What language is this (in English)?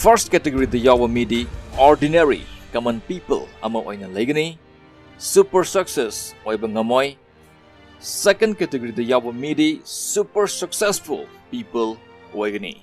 Manipuri